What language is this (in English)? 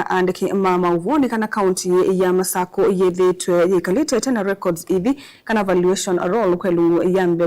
Kamba